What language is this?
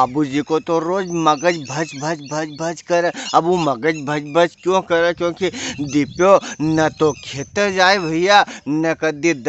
Rajasthani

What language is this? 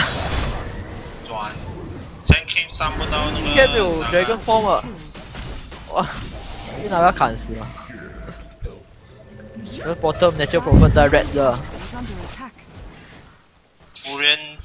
Chinese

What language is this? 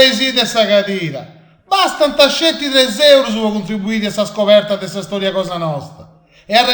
Sardinian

